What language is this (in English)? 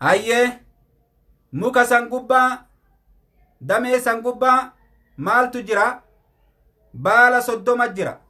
Oromo